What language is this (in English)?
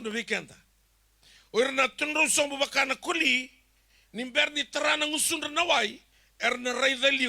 Fijian